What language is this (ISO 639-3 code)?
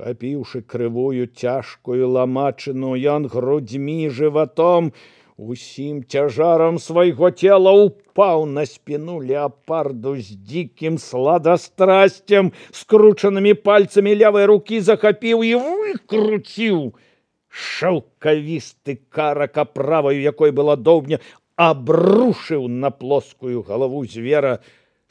bel